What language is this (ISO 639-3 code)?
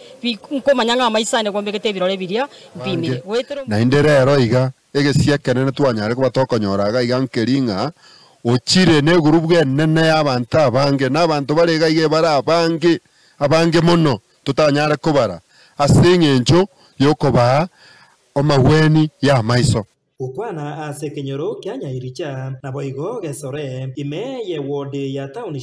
guz